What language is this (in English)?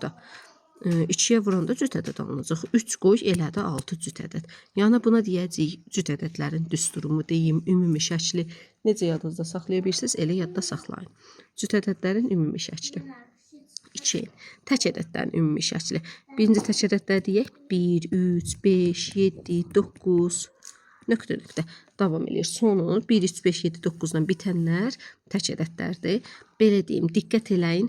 Azerbaijani